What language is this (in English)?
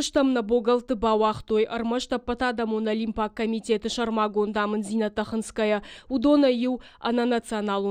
Ossetic